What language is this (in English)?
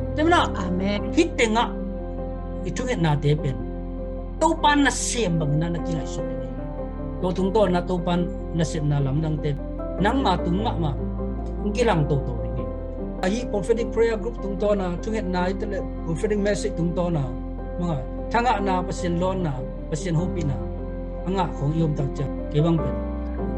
Tedim Chin